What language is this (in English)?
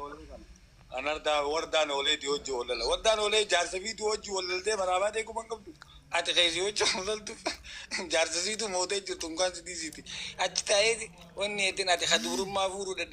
Oromo